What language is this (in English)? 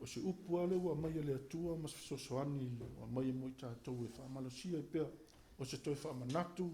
Samoan